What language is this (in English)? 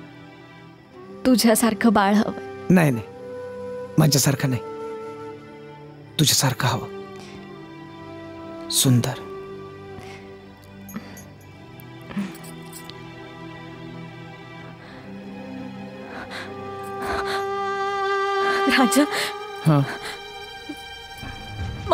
Marathi